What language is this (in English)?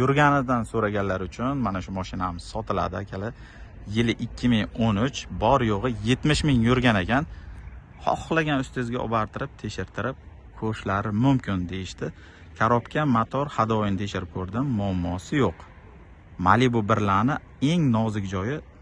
Uzbek